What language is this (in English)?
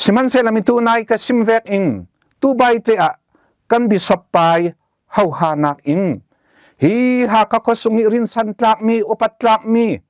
Falam Chin